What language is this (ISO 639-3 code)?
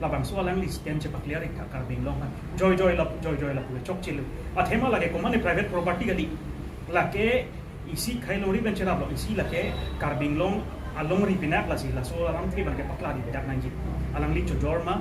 mjw